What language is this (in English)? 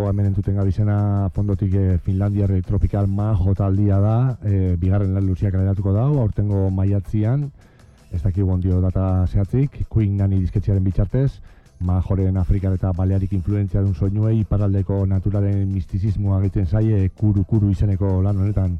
Basque